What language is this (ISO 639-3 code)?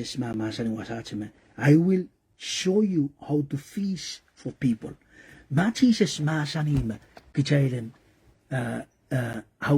pon